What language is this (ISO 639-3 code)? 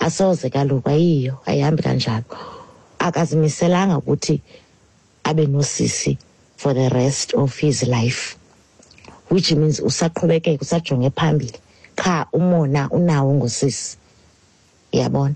xho